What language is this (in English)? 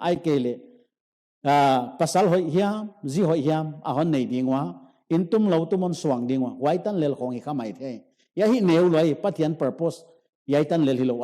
Paite Chin